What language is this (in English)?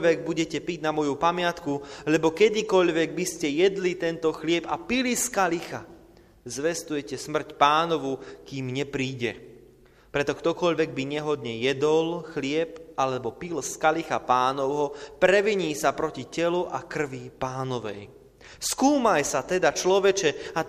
Slovak